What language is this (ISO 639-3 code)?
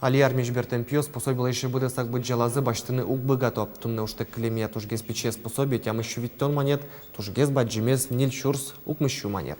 udm